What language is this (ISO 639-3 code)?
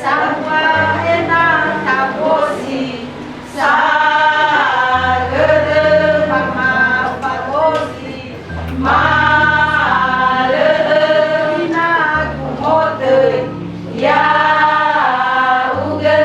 nia